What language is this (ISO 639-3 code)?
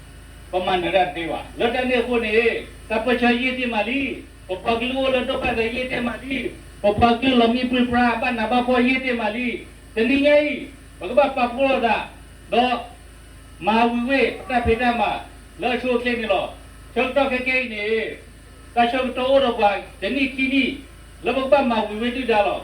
ksw